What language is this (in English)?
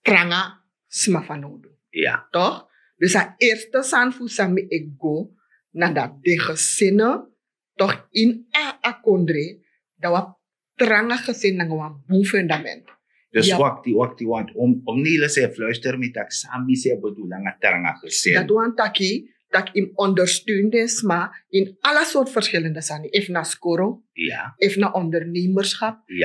Sranan Tongo